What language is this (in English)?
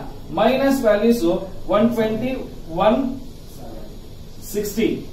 Kannada